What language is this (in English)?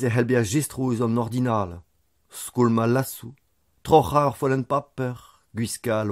Breton